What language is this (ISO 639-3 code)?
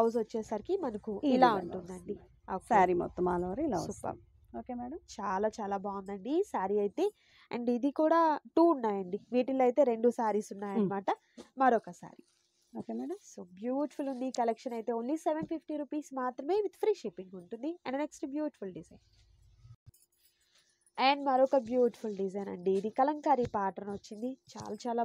tel